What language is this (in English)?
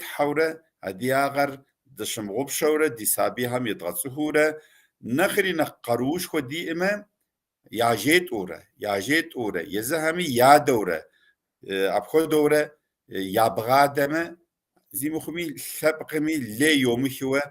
Kabardian